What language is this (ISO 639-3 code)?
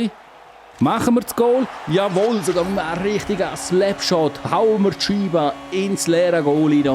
gsw